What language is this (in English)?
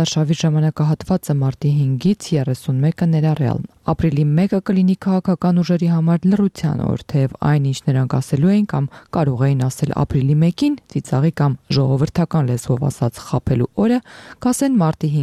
Armenian